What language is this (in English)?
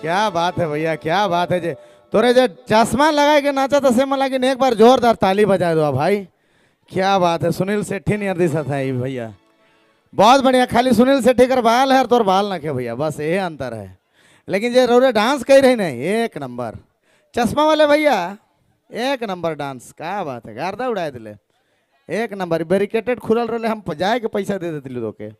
Sadri